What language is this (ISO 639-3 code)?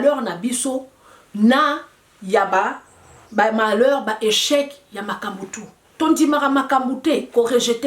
lin